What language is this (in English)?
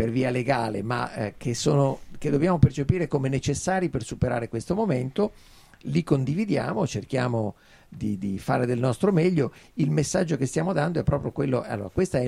Italian